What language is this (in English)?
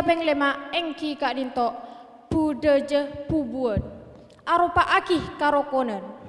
Madurese